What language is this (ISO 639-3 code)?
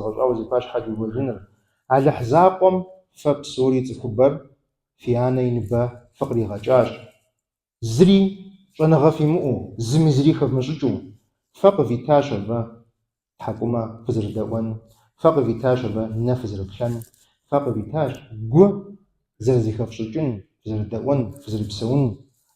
kbd